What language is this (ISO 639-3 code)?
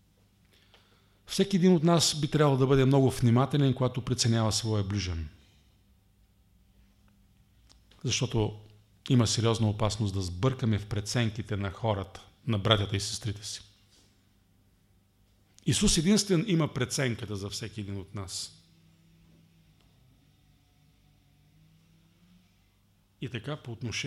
bul